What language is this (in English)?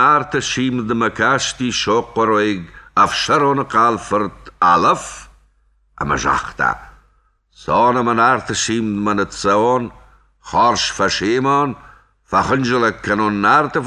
Ossetic